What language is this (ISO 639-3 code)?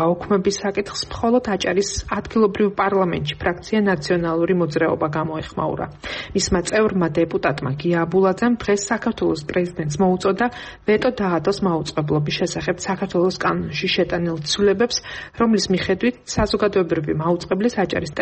kat